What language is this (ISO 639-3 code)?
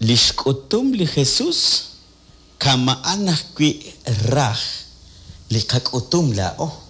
kek